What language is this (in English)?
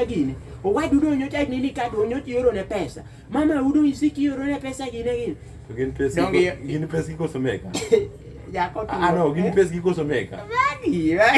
Luo (Kenya and Tanzania)